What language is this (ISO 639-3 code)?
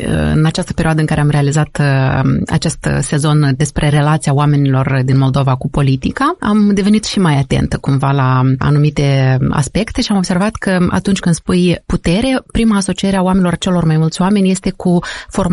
ron